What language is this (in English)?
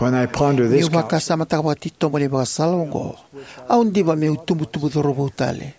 Fijian